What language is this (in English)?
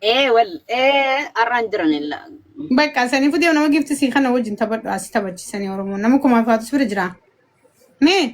Oromo